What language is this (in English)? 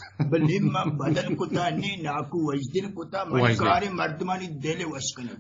Eastern Balochi